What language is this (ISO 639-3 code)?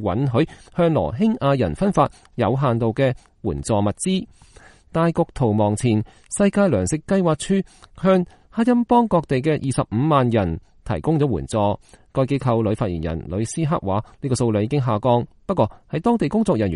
yue